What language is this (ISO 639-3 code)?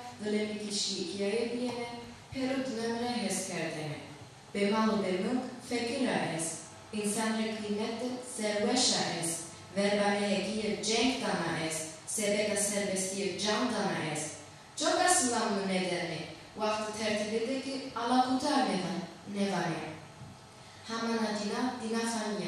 zza